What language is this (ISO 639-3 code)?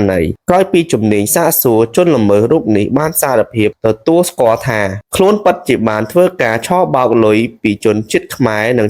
khm